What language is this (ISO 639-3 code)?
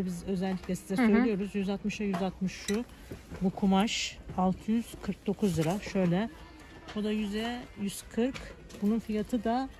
tur